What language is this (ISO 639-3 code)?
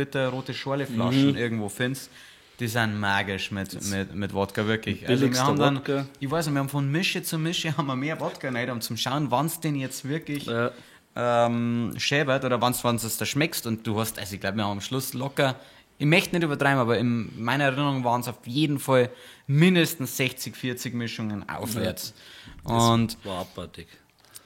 bar